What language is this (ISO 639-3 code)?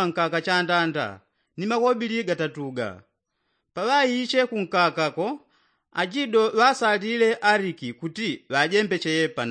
yao